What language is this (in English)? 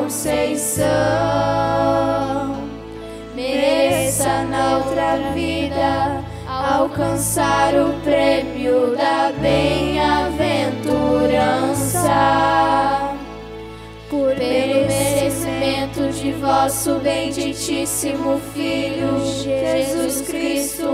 Portuguese